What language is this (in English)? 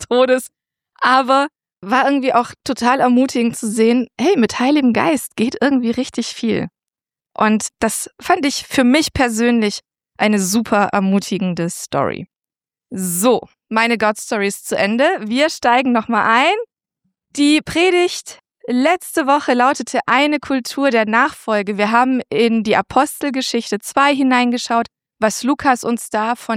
German